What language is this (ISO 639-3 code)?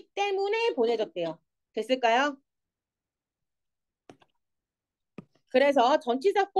kor